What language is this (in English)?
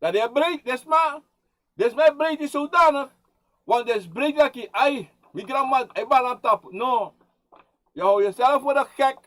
Sranan Tongo